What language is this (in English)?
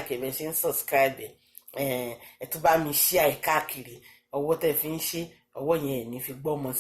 Yoruba